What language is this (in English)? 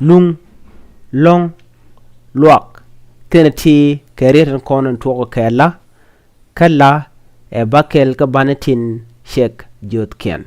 Nuer